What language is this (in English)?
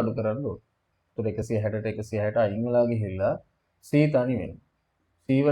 Sinhala